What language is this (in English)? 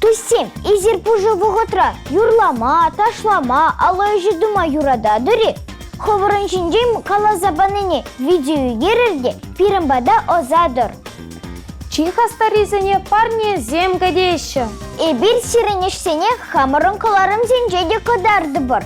Chuvash